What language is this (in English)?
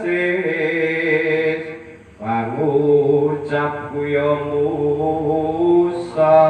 Javanese